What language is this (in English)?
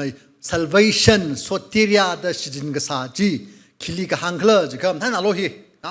Tangkhul Naga (India)